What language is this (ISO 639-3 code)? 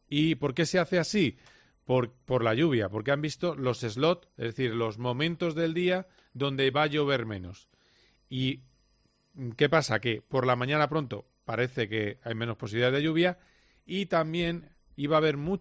spa